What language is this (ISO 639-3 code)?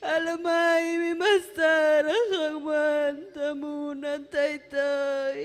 quy